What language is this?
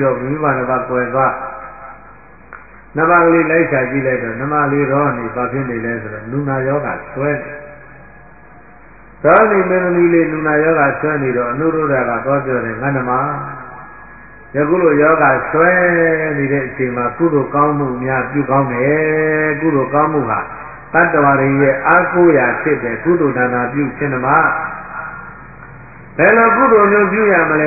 Burmese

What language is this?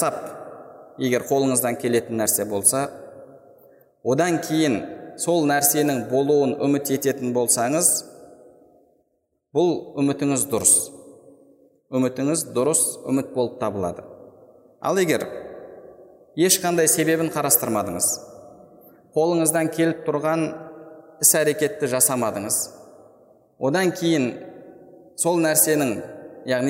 Kazakh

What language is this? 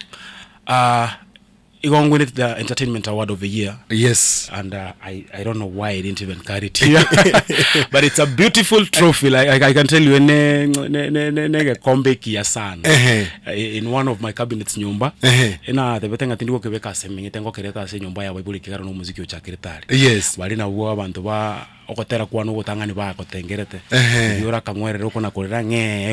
Gusii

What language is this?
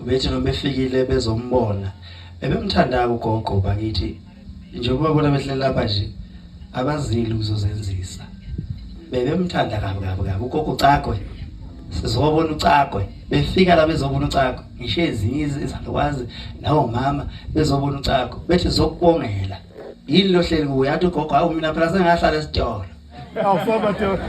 Zulu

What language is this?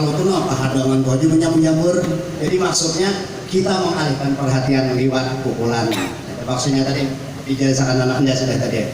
Banjar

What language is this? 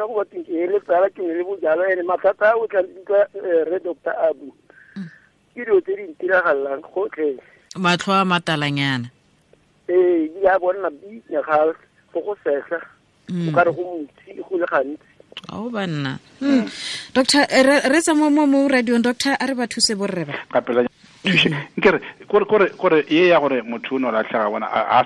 Northern Sotho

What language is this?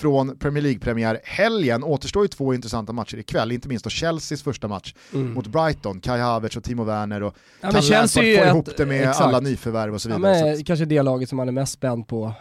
Swedish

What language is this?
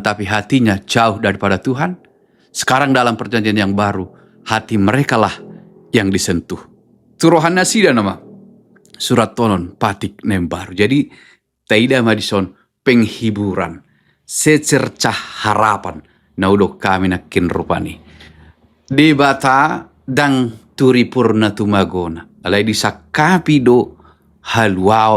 Batak Toba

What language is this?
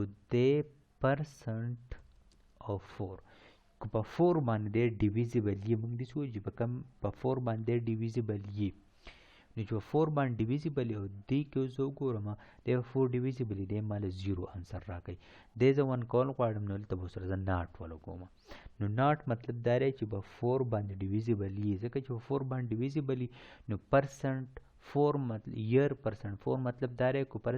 Pashto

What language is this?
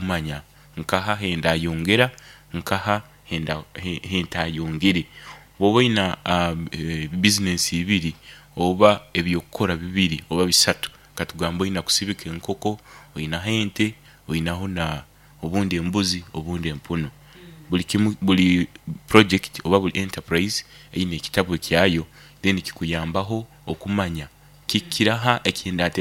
Nyoro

